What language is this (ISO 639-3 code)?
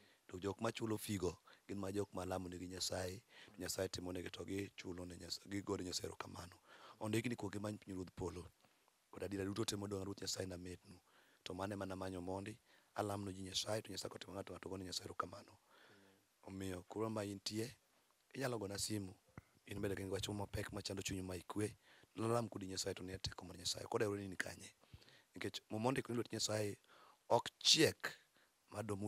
luo